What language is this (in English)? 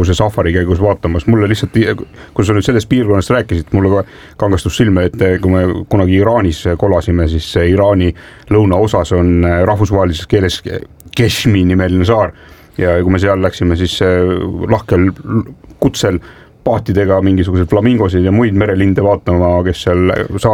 Estonian